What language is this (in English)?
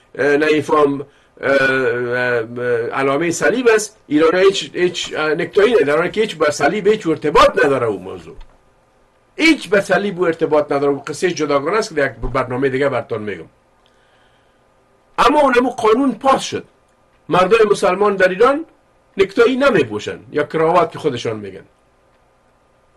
Persian